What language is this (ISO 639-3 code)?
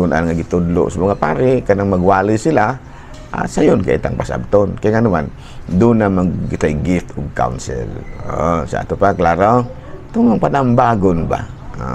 ceb